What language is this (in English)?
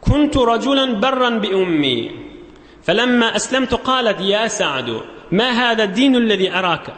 Turkmen